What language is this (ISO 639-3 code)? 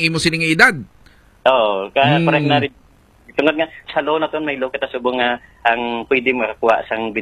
hil